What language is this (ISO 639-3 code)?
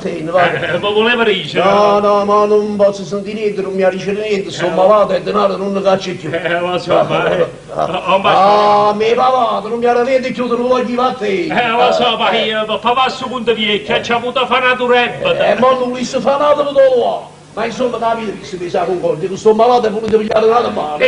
nap